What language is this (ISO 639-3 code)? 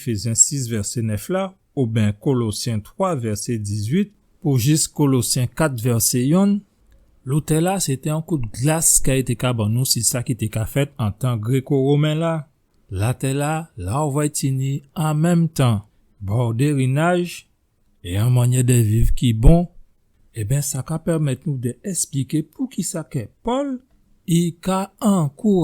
gcf